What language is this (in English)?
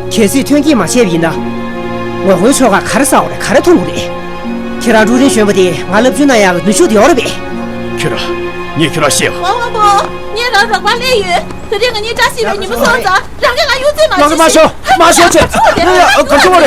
Tibetan